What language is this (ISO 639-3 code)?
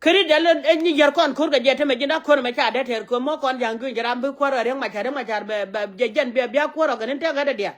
nus